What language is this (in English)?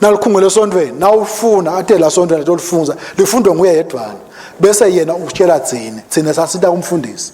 Swati